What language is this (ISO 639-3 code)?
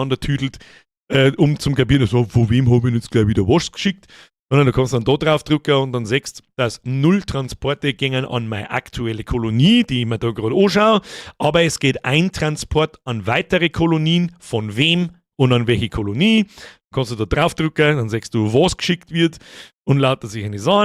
bar